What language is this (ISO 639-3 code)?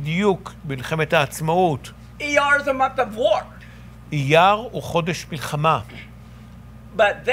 heb